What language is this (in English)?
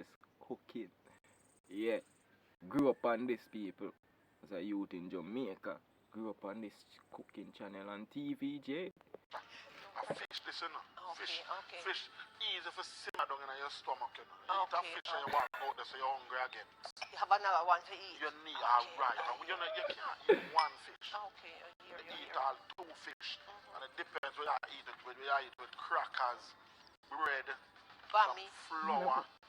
Jamaican Creole English